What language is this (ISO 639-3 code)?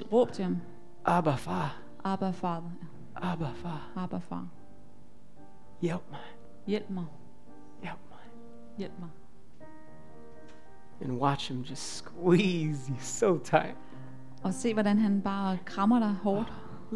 dan